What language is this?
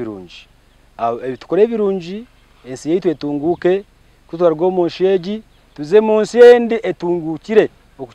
Nyankole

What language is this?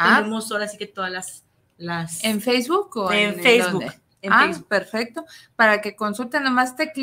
Spanish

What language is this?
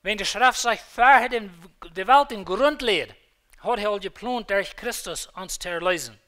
Plautdietsch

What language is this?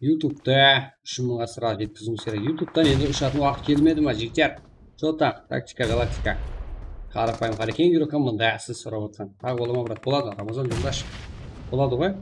Kara-Kalpak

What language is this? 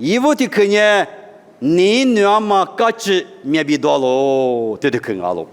Lisu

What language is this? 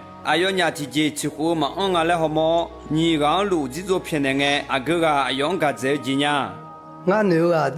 Akha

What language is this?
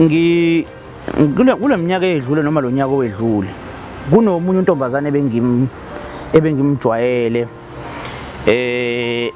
Zulu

